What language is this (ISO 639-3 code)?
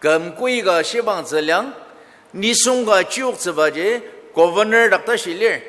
njo